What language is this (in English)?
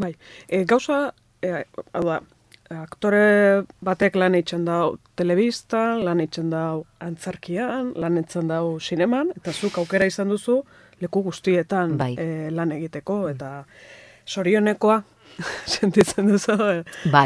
Basque